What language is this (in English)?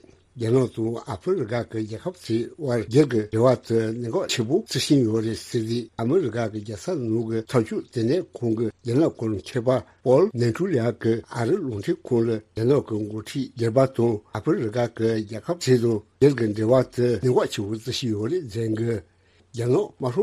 Tibetan